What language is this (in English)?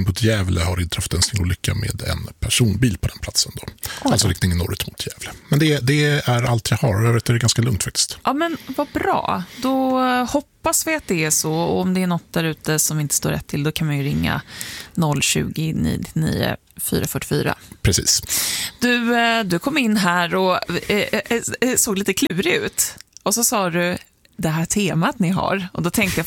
Swedish